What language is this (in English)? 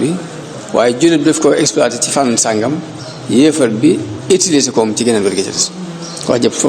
Wolof